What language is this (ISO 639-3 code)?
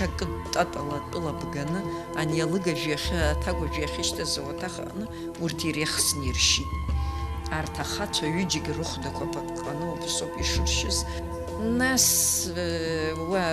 abk